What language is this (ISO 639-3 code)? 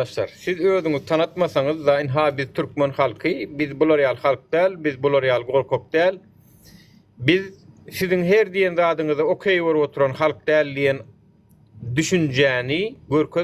tuk